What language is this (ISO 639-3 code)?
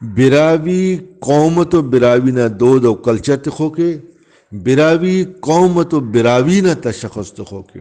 brh